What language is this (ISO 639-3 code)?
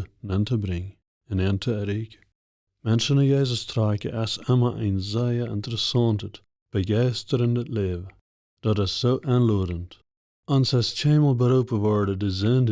pdt